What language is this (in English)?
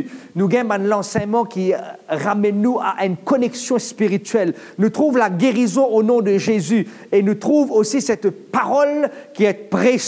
Morisyen